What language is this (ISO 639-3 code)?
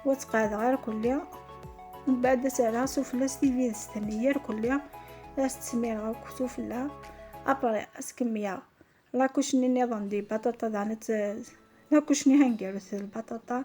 kab